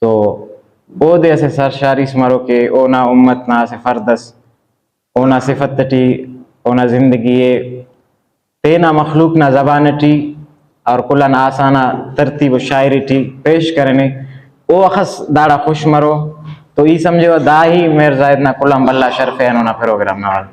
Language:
Brahui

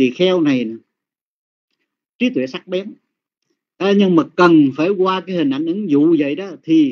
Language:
Vietnamese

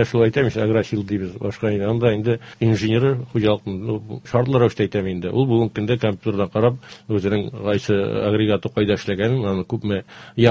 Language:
Tatar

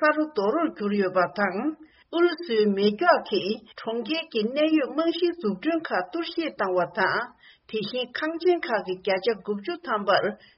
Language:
Tibetan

